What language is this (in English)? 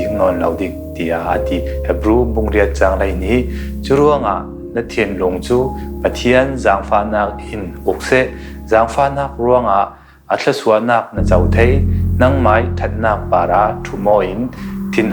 Falam Chin